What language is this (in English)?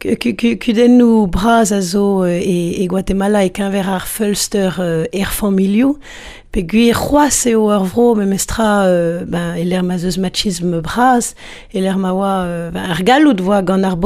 Breton